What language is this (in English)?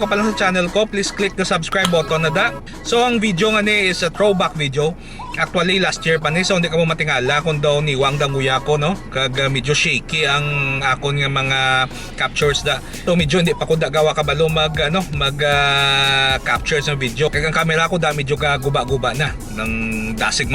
Hiligaynon